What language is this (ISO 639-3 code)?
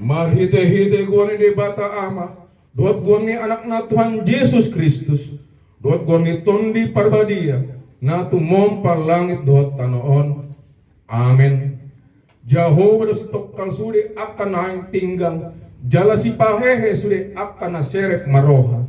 bbc